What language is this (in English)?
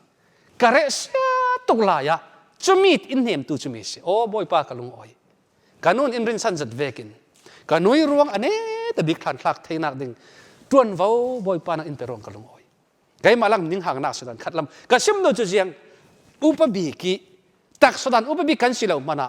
Falam Chin